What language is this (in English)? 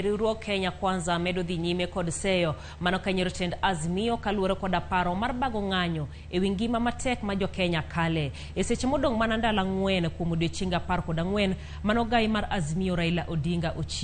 Luo (Kenya and Tanzania)